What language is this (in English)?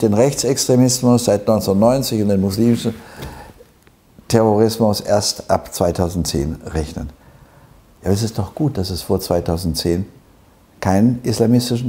German